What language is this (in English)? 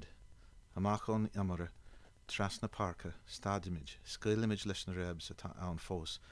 Irish